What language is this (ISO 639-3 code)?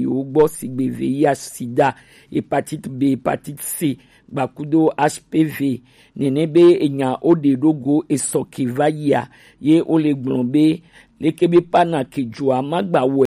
gej